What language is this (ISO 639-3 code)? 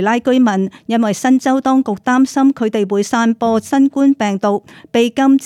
yue